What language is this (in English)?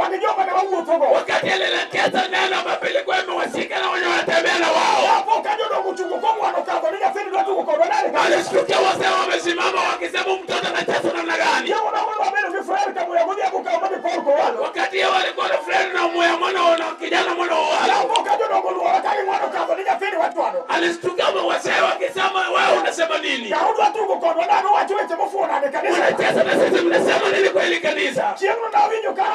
Luo (Kenya and Tanzania)